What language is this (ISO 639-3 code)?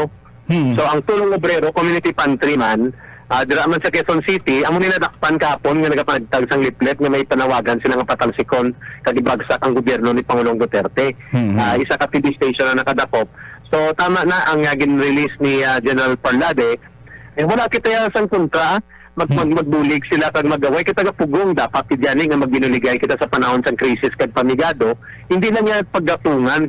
hil